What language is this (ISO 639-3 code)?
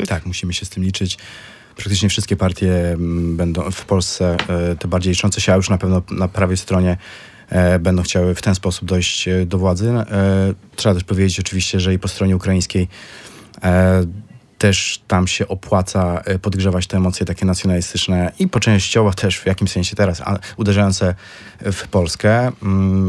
pol